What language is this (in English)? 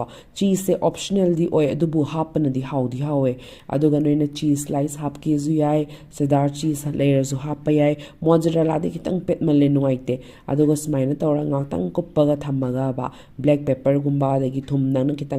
Manipuri